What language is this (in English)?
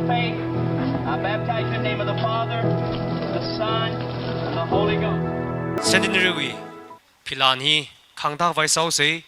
Tangkhul Naga (India)